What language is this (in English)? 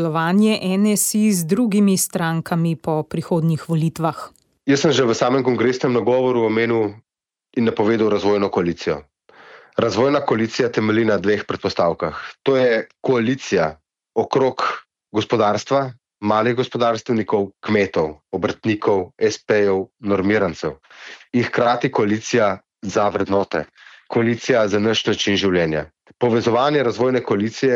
Slovenian